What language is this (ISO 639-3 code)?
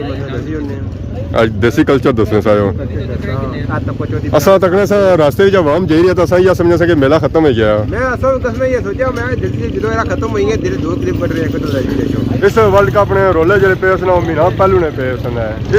phr